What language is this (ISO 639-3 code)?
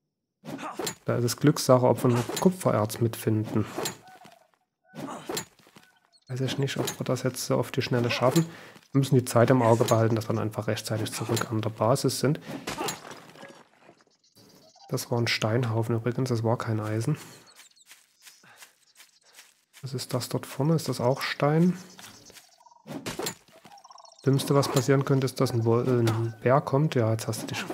deu